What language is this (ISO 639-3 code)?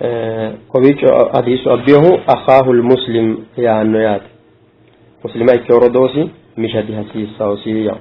sid